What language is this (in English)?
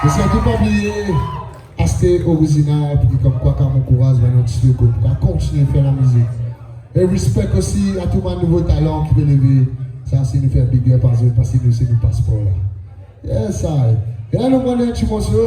Morisyen